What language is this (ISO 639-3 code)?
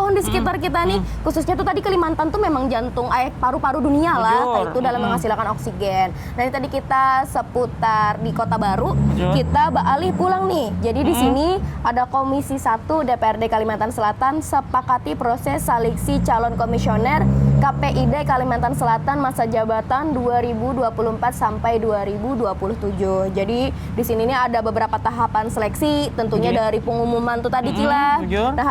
bjn